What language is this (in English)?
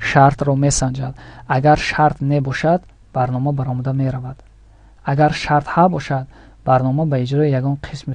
Tajik